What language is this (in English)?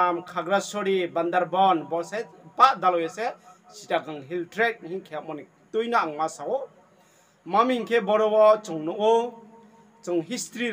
Riang (India)